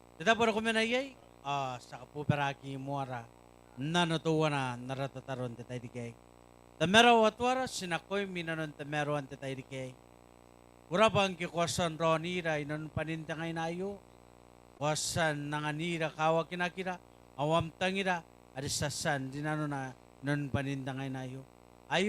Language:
Gilbertese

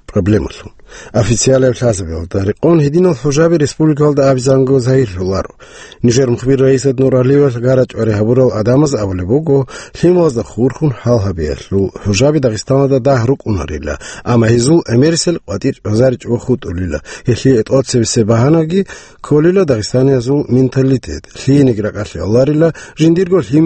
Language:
Avaric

